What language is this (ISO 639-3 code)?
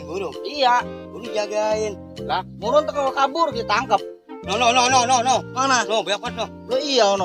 bew